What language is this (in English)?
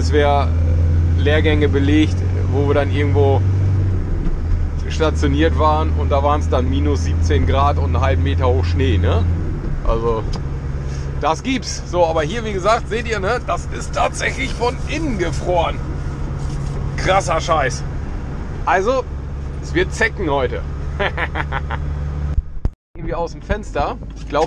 German